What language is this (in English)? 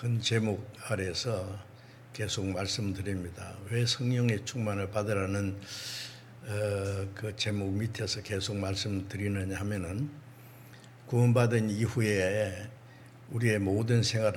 Korean